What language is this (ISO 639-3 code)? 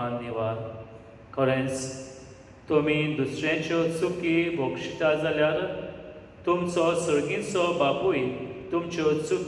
kok